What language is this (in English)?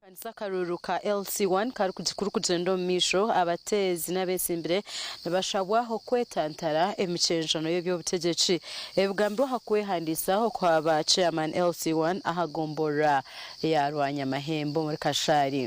Nyankole